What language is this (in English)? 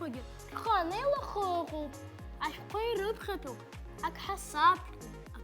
Abkhazian